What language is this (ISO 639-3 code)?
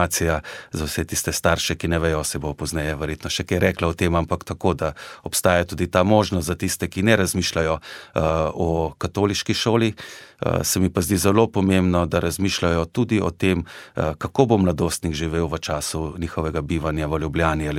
slv